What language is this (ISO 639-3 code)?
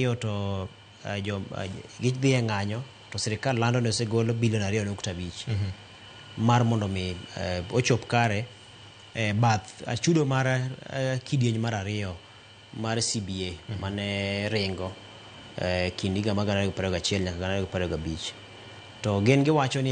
luo